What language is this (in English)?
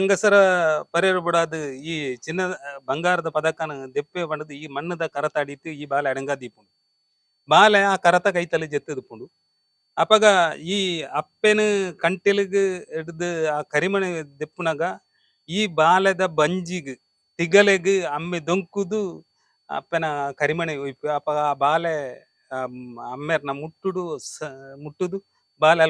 Tulu